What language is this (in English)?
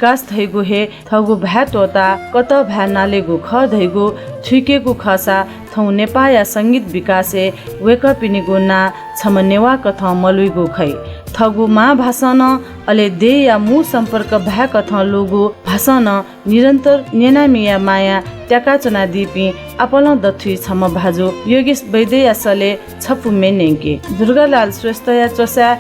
Newari